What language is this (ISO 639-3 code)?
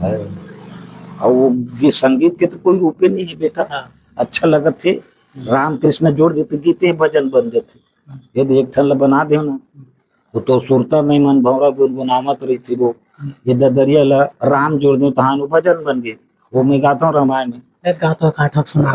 hne